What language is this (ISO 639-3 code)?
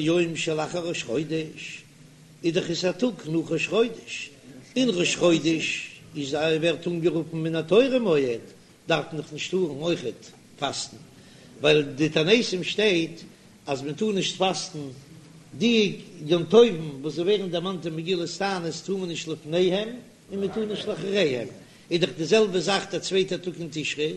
yid